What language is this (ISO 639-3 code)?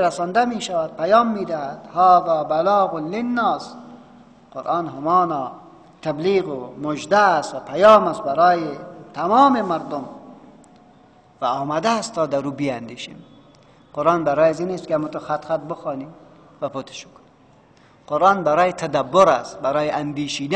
fas